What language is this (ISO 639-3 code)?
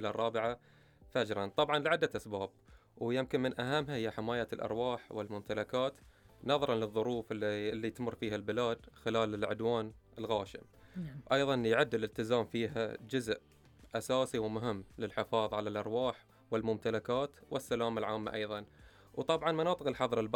afb